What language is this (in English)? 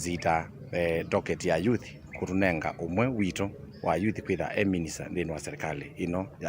Kamba